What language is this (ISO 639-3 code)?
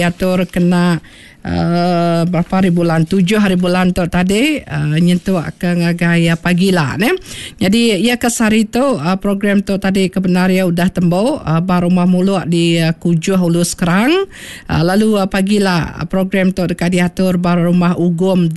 iba